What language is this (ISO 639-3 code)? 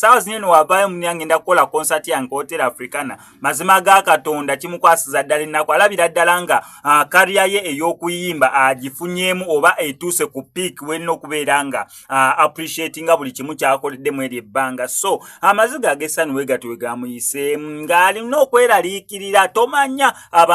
lug